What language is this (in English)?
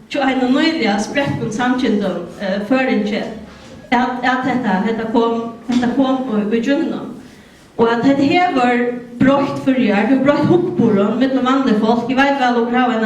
Faroese